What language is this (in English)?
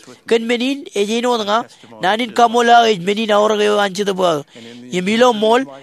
Marshallese